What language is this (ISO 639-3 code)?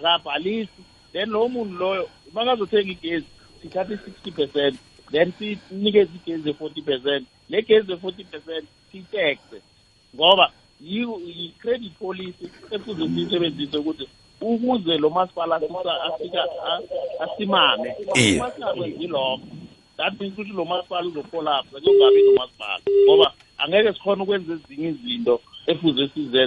nbl